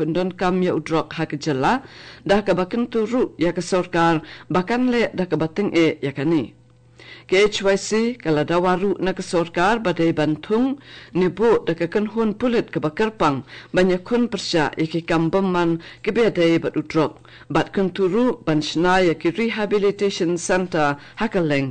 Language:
Khasi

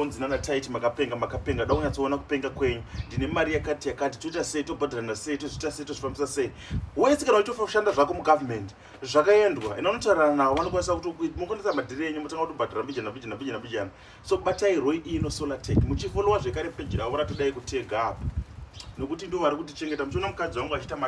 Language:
Shona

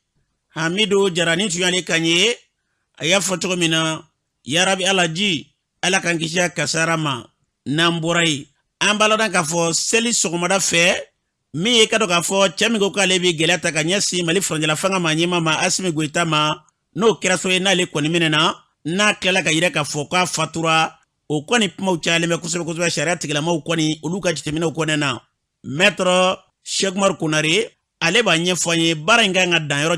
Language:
Bambara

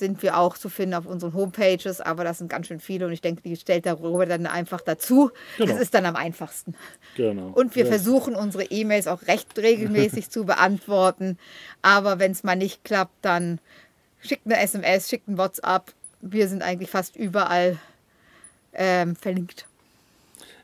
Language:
German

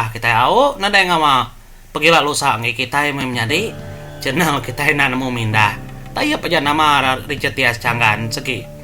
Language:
Iban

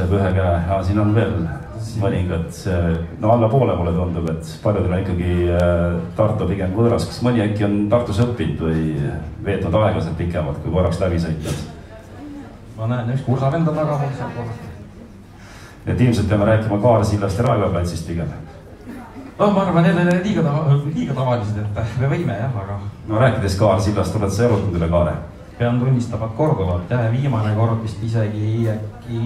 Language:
Estonian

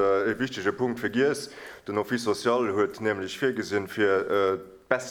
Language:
Luxembourgish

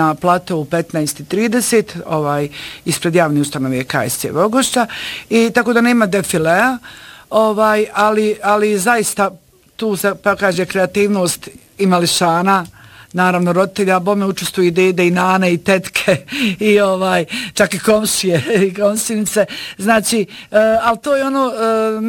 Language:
Bosnian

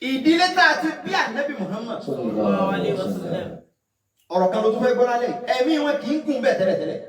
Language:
Yoruba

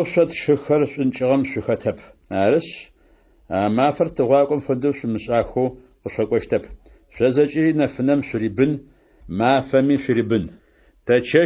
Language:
Adyghe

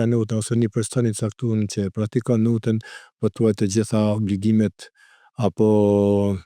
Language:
Albanian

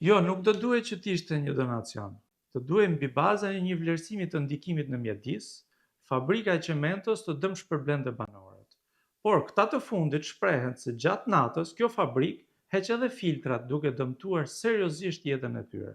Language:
Albanian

